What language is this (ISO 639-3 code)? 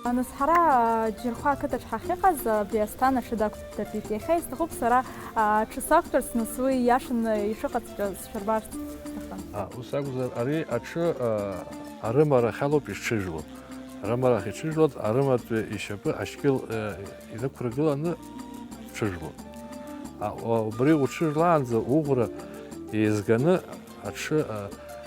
abk